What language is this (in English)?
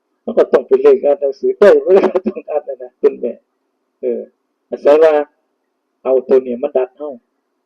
Northeastern Thai